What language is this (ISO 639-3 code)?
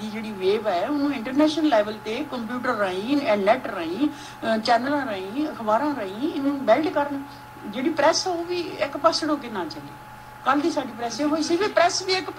pan